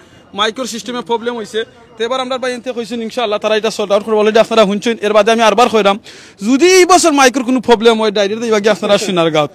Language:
Sylheti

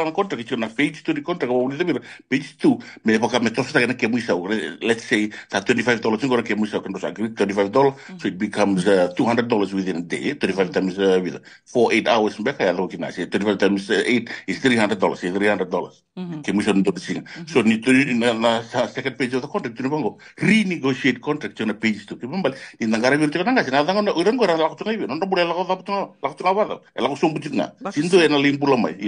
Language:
Fijian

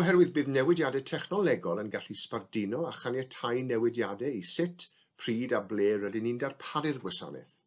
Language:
Welsh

